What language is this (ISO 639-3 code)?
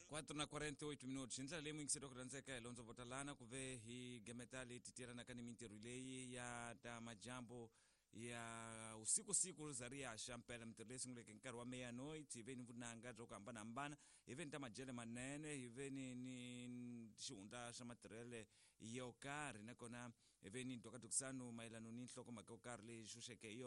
tso